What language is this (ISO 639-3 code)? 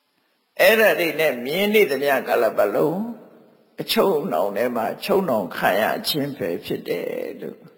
mya